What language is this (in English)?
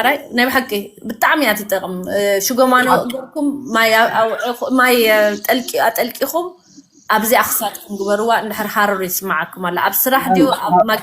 Tigrinya